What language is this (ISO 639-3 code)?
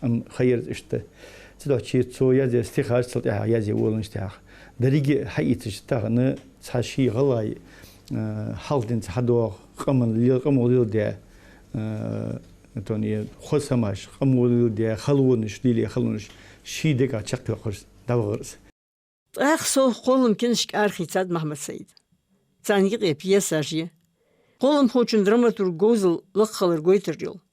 inh